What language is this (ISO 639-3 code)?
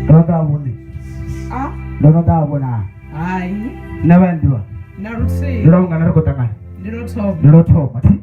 ven